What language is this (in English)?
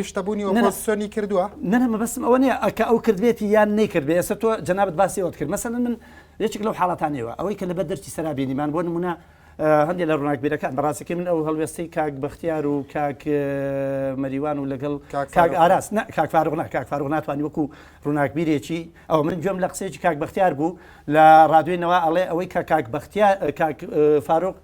Central Kurdish